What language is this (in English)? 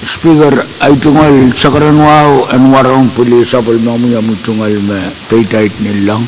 Pohnpeian